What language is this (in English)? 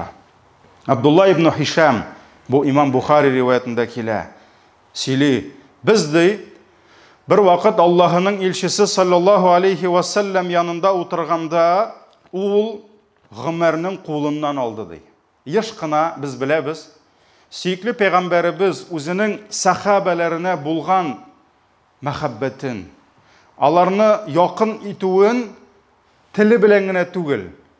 Tatar